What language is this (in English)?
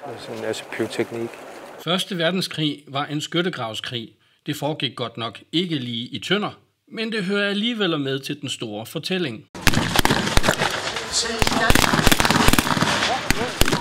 Danish